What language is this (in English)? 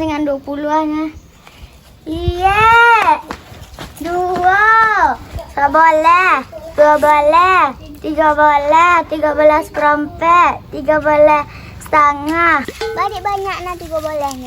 Minangkabau